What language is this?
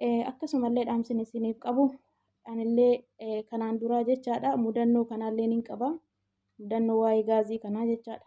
Oromo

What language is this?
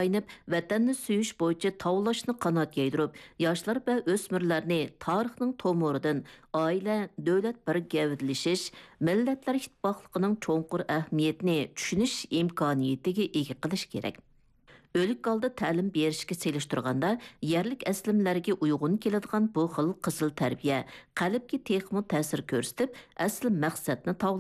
Uyghur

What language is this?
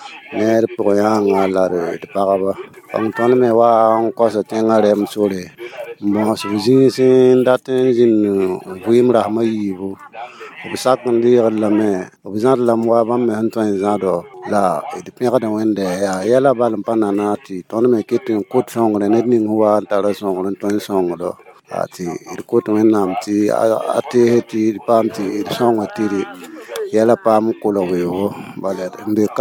Mossi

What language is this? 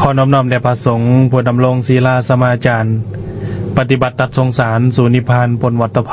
Lao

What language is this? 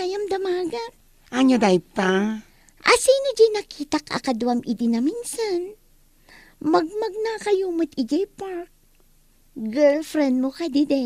Iloko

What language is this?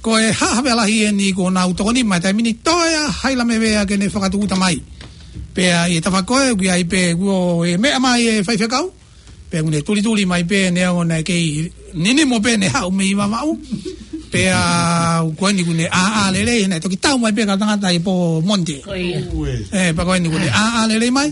Tongan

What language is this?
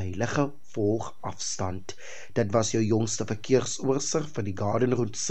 Afrikaans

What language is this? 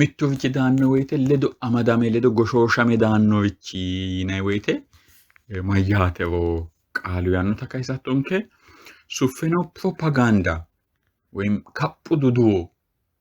Sidamo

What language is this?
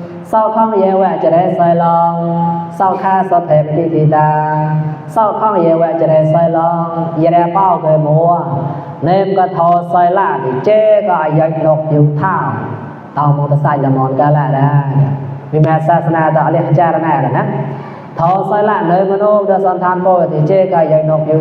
Mon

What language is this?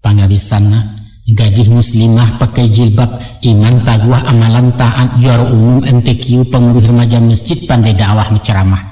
Minangkabau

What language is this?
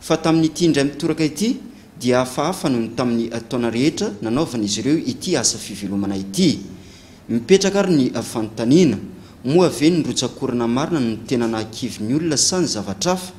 Malagasy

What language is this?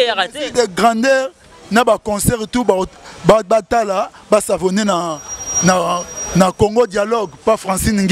Lingala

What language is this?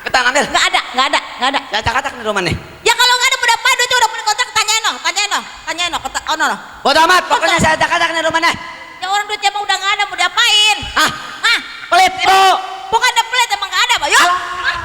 Betawi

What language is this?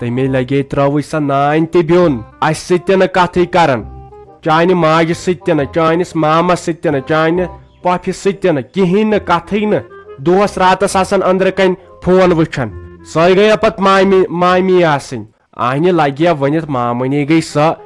Kashmiri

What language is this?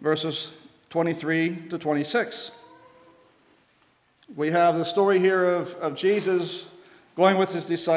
English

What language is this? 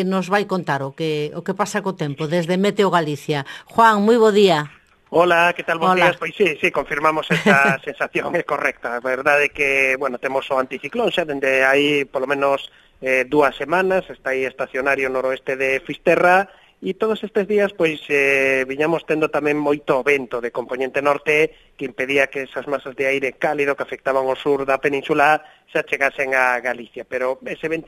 Galician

